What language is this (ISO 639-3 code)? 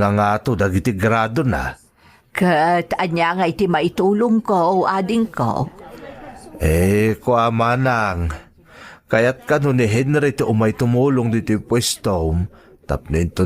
ilo